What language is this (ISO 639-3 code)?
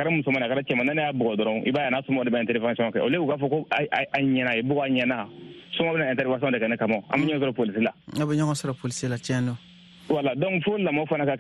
bam